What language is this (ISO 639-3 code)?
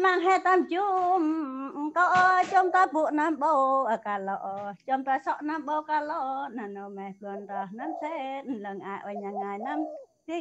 cmo